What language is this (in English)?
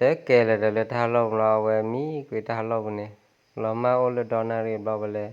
S'gaw Karen